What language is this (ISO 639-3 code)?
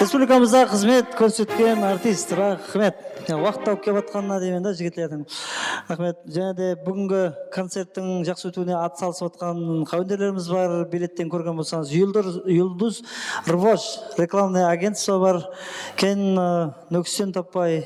kaa